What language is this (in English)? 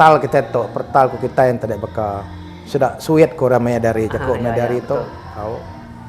Iban